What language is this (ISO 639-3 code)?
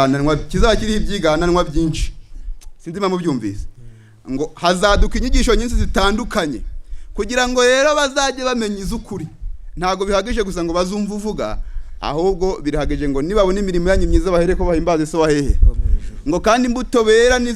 kin